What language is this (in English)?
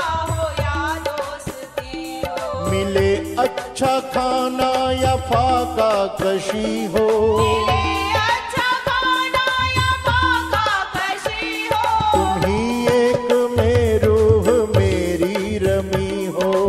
Hindi